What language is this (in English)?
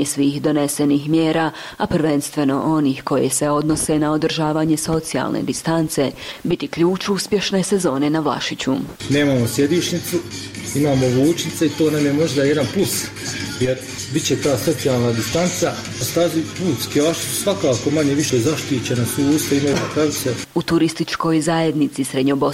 Bosnian